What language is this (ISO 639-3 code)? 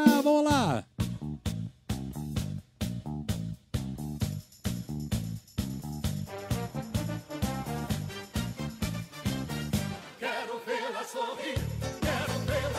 por